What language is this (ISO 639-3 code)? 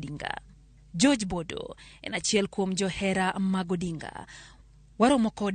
luo